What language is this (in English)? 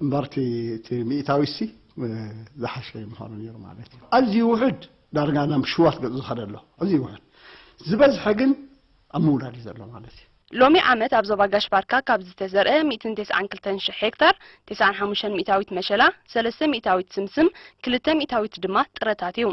Tigrinya